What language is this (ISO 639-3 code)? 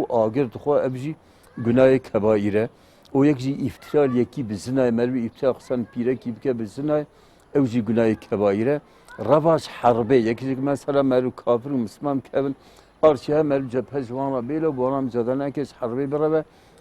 kur